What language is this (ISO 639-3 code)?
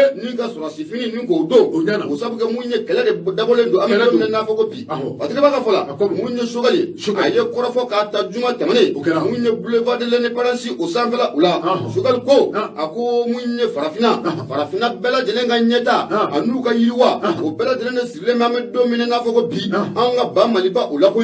bam